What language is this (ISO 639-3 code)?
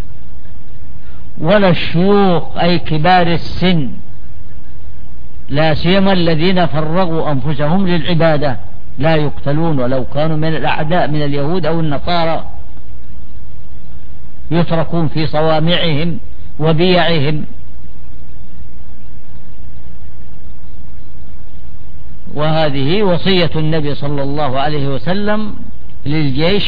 ara